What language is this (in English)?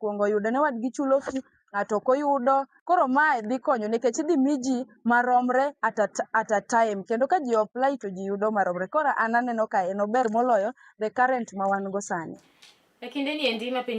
Luo (Kenya and Tanzania)